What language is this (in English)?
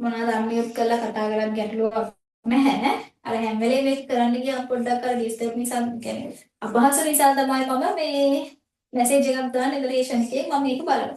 Sinhala